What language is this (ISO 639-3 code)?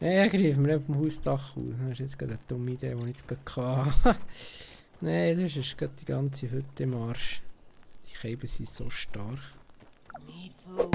gsw